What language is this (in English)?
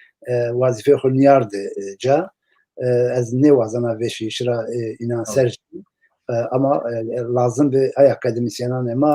Zaza